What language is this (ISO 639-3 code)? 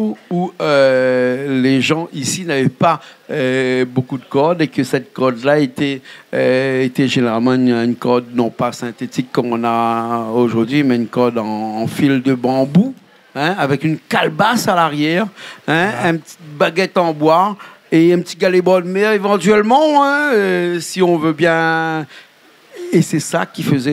rcf